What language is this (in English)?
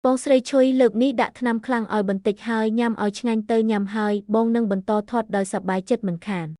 Khmer